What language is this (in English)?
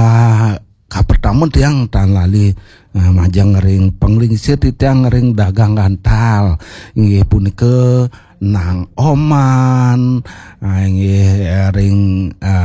Balinese